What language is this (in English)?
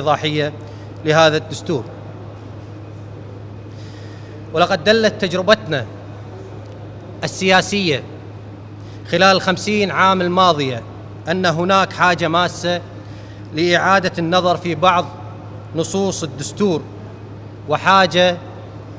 Arabic